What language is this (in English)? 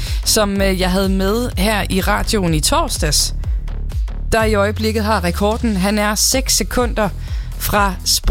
Danish